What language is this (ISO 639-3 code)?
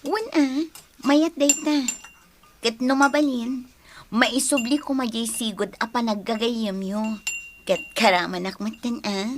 ilo